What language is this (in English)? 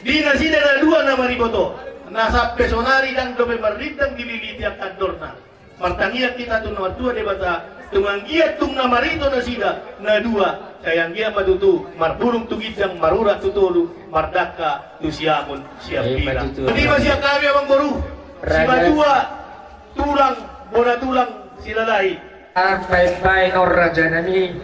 Batak Toba